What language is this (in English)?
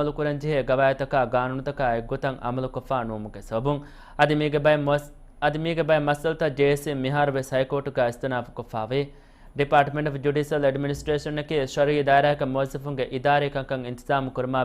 Divehi